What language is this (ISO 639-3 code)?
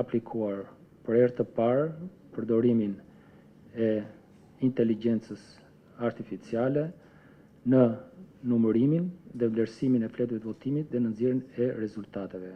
sqi